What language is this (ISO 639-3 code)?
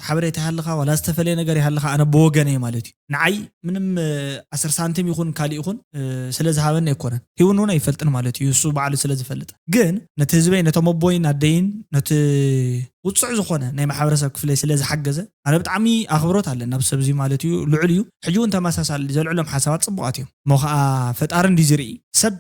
tir